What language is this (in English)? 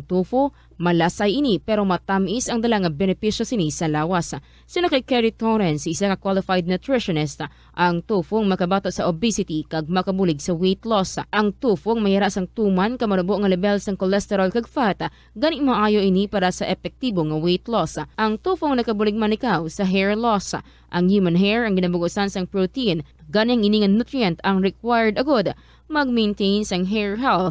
Hiligaynon